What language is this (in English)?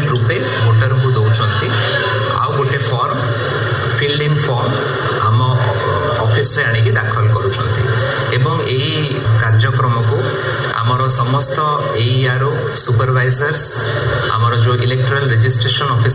Odia